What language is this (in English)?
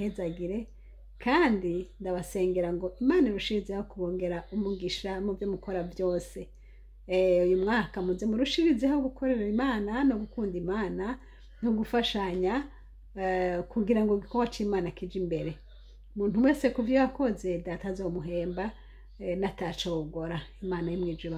Rundi